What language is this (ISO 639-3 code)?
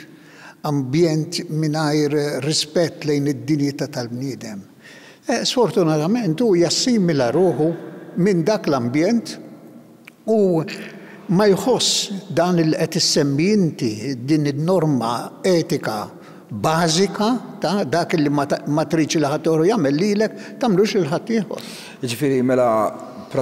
mlt